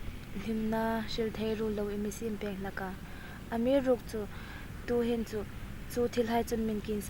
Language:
Hmar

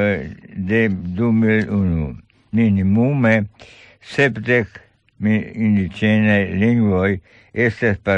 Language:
Esperanto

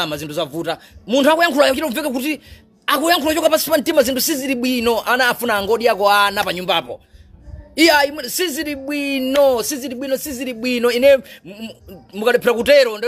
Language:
Nyanja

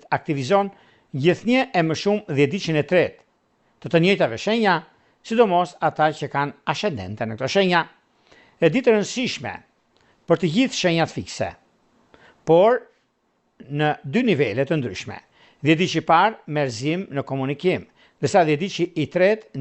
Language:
Albanian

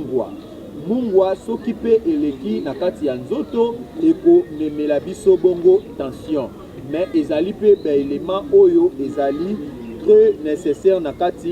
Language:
Lingala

